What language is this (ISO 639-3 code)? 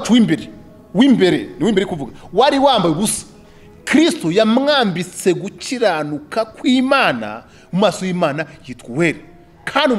kin